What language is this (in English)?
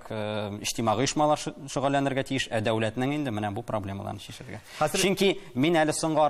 Tatar